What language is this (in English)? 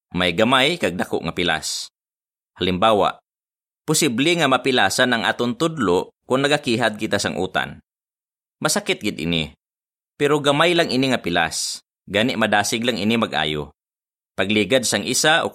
Hiligaynon